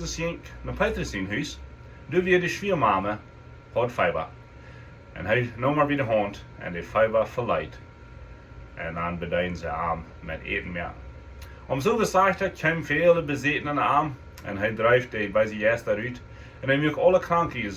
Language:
Plautdietsch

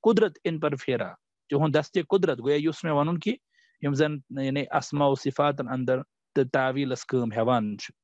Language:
Kashmiri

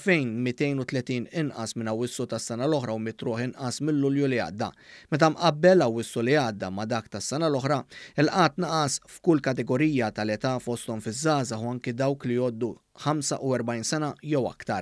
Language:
Maltese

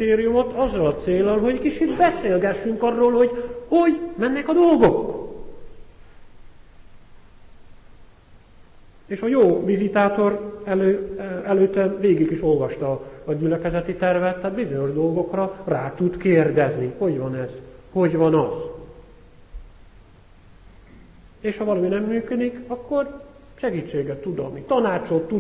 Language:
Hungarian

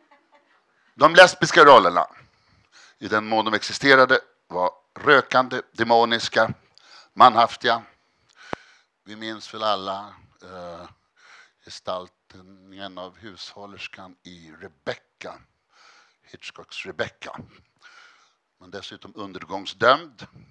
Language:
Swedish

